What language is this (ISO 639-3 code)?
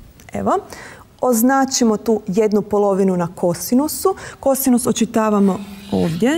hrv